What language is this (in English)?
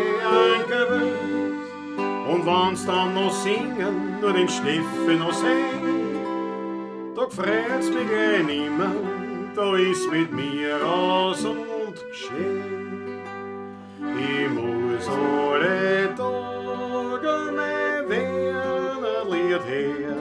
Bavarian